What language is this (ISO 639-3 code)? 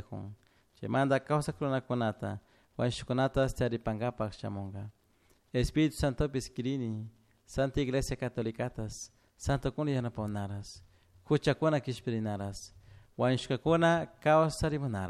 qug